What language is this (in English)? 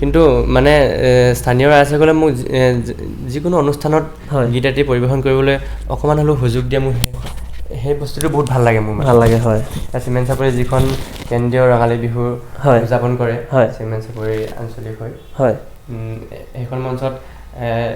Assamese